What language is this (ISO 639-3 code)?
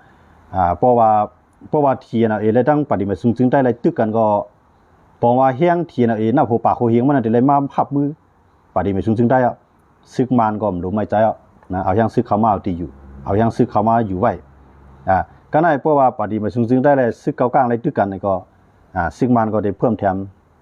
shn